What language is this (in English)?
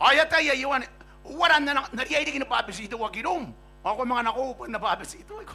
Gilbertese